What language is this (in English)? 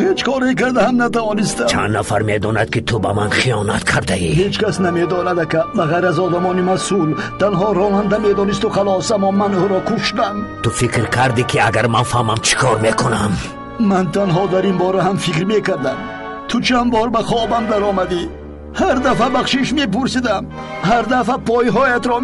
Persian